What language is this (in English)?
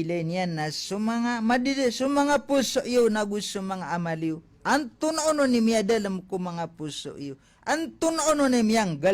Maranao